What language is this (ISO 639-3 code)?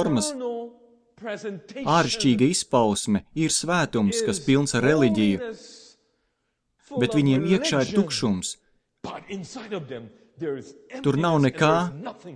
lav